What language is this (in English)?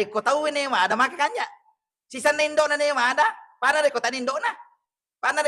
Buginese